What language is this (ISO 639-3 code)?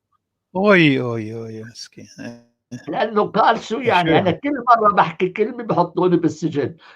apc